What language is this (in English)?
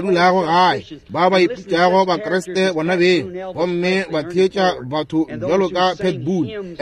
Northern Sotho